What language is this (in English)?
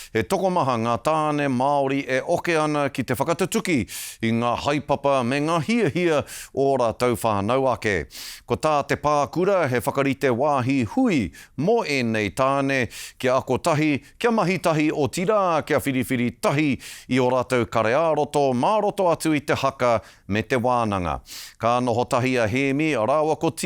Māori